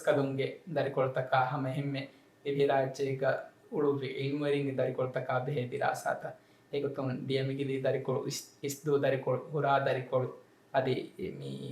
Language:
Divehi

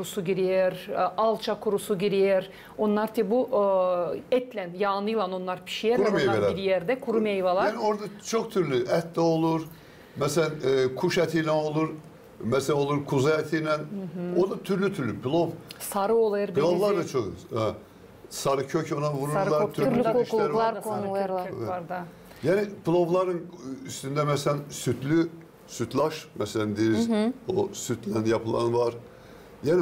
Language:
Gagauz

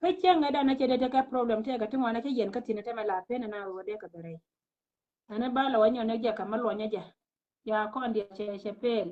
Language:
Nuer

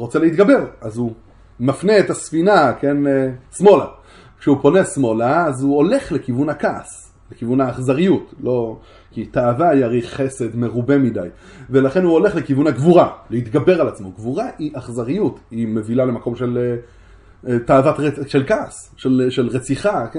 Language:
Hebrew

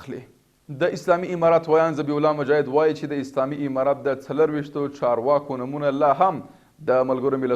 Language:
Pashto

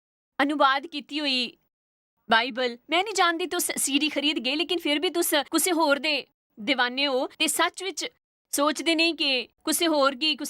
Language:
Dogri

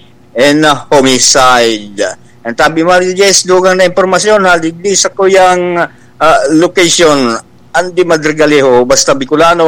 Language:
Bikol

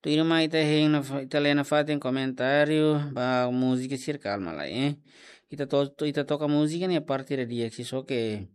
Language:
Tetum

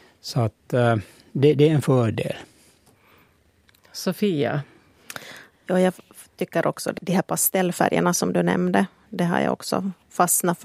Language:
Swedish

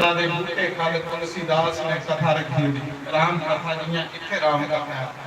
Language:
Dogri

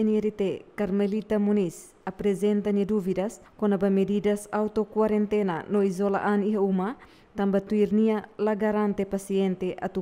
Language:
Tetum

